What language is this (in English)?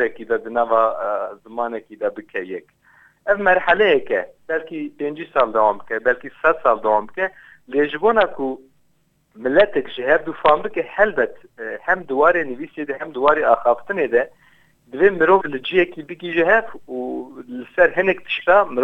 Kurdish